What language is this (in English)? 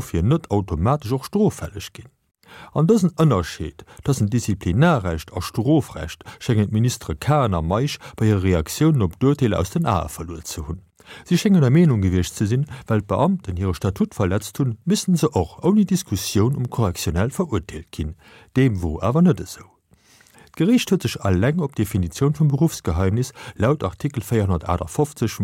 Luxembourgish